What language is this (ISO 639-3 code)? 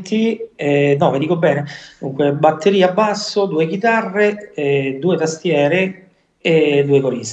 ita